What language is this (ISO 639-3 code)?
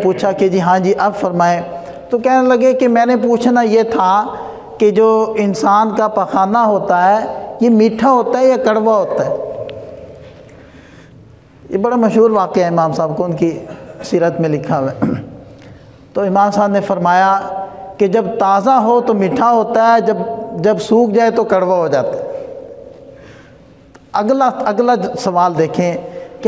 urd